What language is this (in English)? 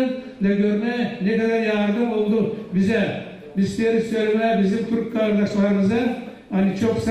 Gagauz